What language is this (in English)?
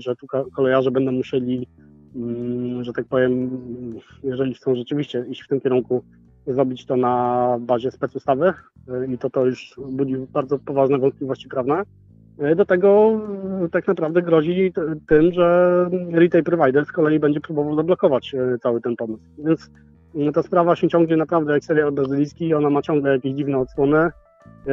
Polish